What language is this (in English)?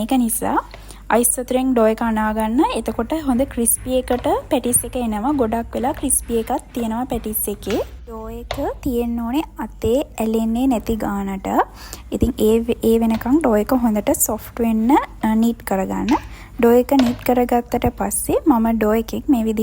Sinhala